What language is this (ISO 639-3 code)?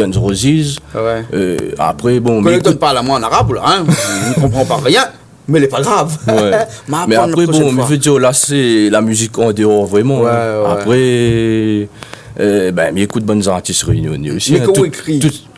rcf